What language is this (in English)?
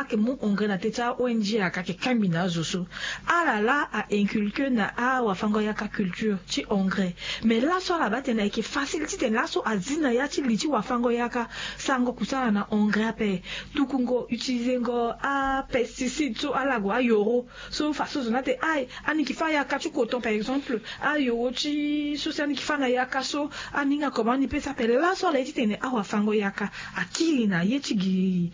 Sango